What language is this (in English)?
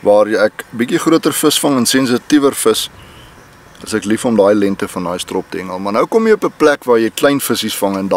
Afrikaans